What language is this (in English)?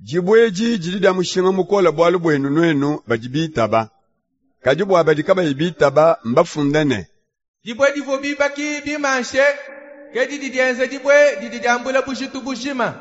Luba-Lulua